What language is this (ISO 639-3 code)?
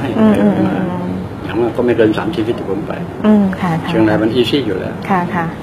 tha